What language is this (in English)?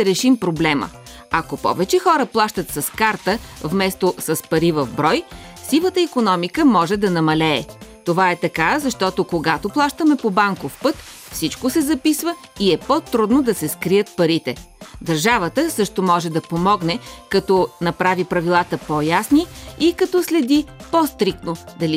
Bulgarian